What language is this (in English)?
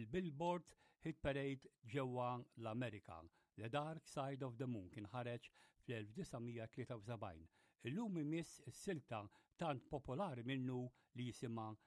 Maltese